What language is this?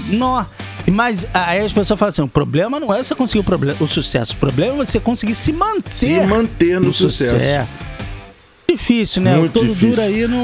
Portuguese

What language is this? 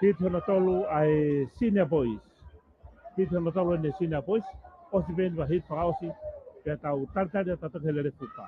Tongan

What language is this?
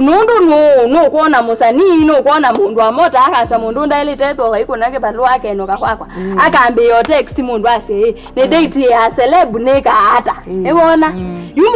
Kamba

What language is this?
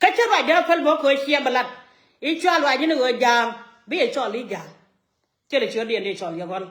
Nuer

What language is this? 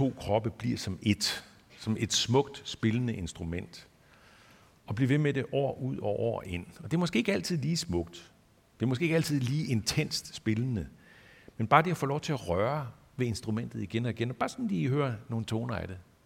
Danish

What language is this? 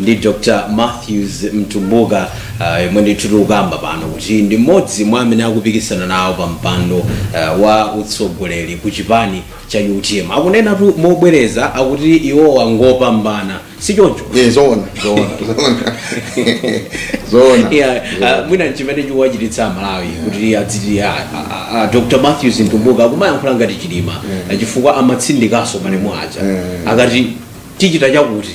Nyanja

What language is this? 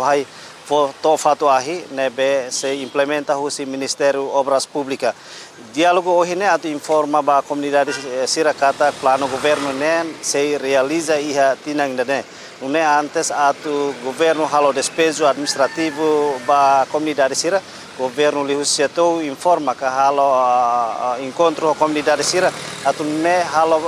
Tetum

